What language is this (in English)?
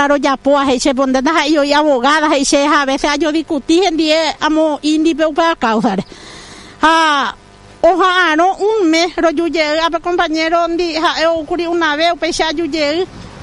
Guarani